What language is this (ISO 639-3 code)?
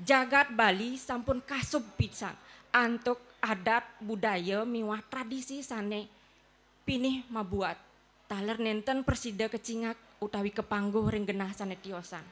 ban